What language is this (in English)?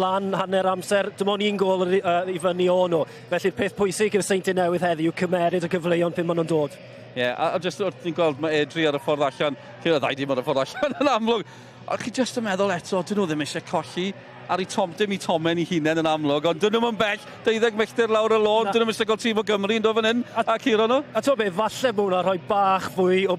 Welsh